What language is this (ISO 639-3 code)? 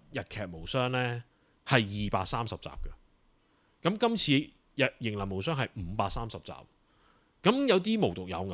yue